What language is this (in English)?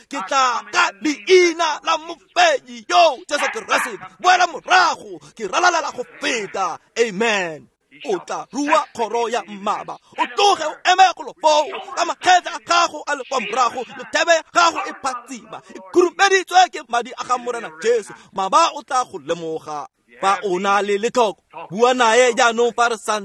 Tswana